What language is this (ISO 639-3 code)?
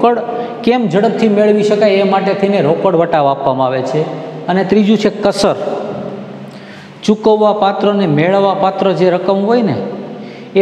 guj